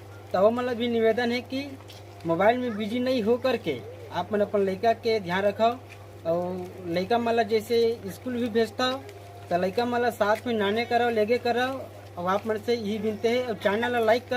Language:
Chhattisgarhi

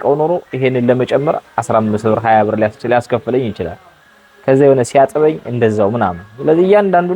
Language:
Amharic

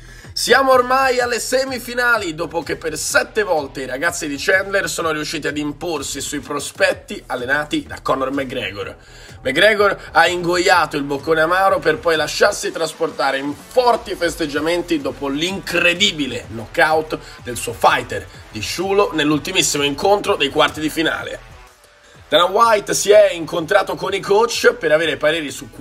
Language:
Italian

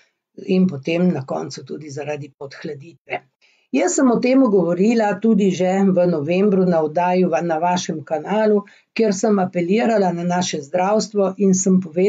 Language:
Slovenian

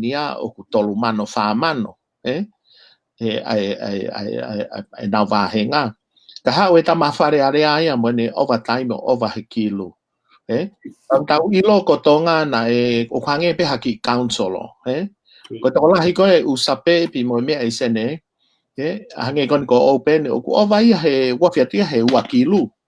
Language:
Tongan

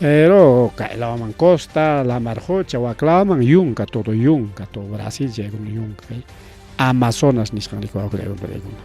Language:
Ayacucho Quechua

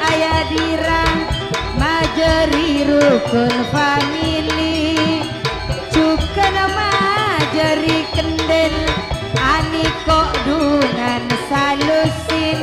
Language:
Madurese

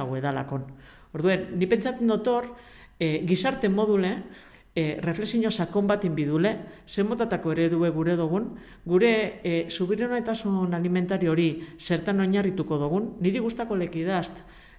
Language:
Basque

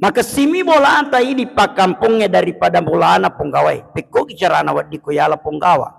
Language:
Buginese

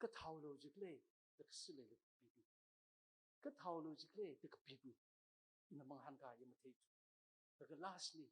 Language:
Tangkhul Naga (India)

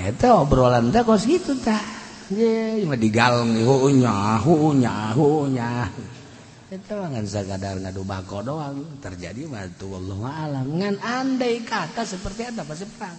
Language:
Sundanese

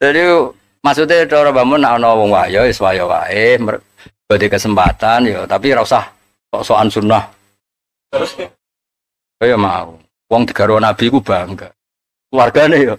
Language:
Javanese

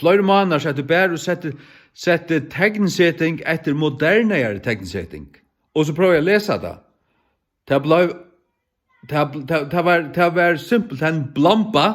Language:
Faroese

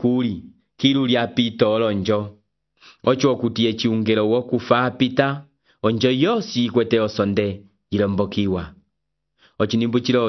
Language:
Umbundu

